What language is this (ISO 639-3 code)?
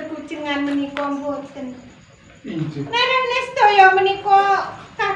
jav